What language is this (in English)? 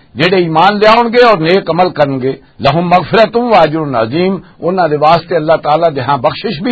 Western Panjabi